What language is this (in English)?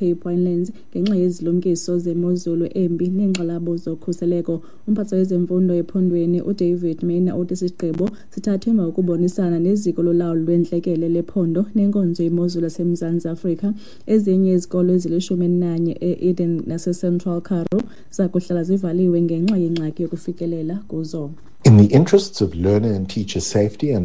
Xhosa